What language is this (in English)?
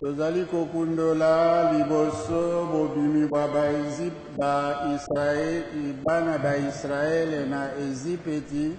Lingala